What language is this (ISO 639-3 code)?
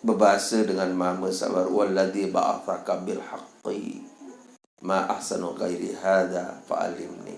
sas